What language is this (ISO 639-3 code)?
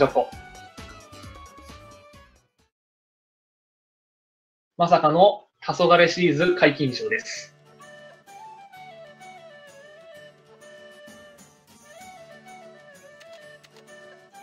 jpn